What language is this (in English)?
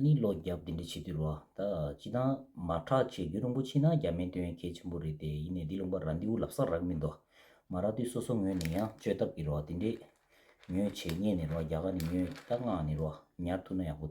Tibetan